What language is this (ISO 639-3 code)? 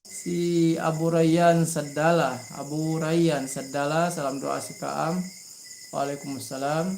yka